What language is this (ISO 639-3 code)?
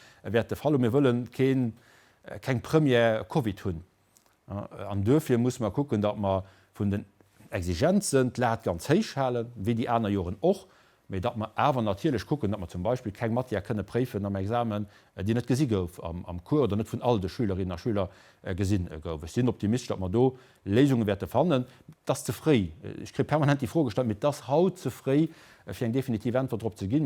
ltz